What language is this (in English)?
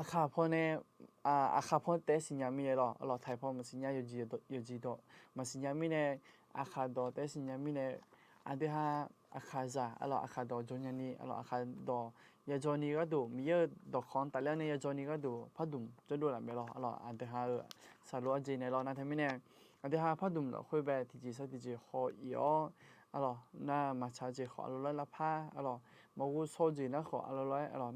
Akha